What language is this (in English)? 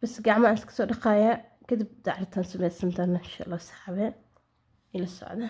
Somali